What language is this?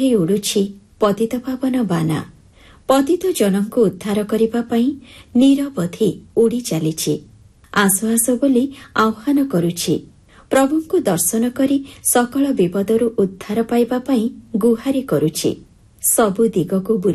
Odia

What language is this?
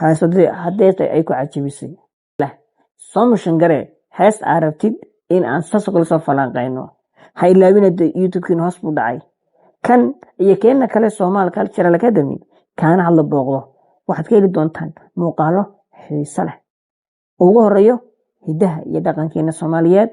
Somali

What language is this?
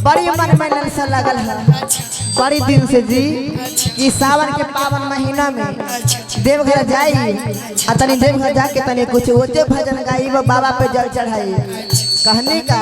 Magahi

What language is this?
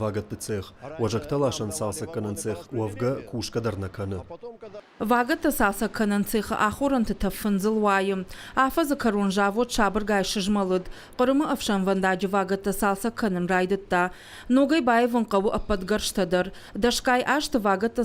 Ossetic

